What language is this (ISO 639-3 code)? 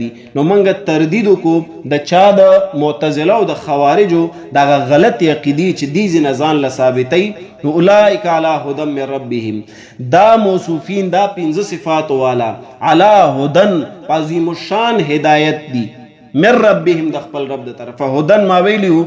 pus